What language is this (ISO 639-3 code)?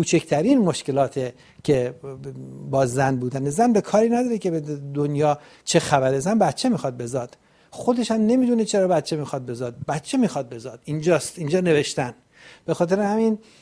fas